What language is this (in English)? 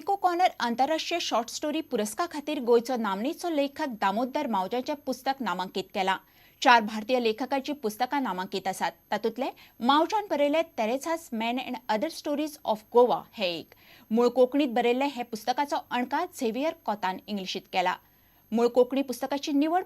Konkani